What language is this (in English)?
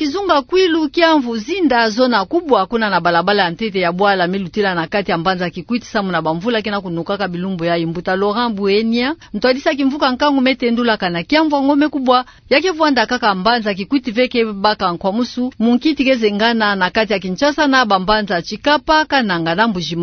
Kituba (Democratic Republic of Congo)